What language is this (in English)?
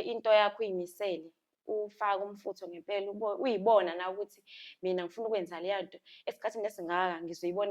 Zulu